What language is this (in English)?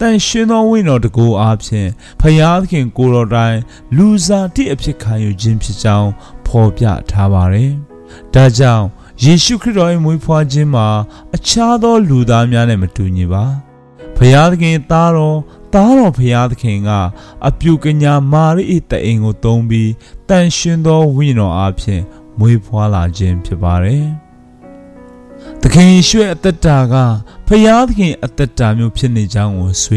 Burmese